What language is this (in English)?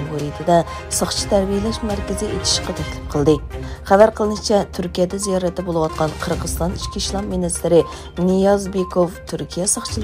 Uyghur